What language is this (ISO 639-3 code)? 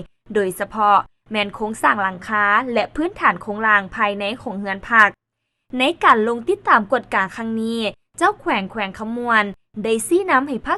lao